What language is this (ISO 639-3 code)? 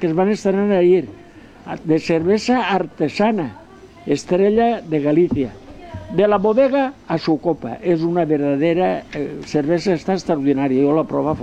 cat